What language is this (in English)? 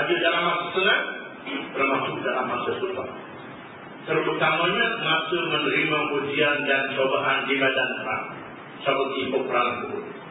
Malay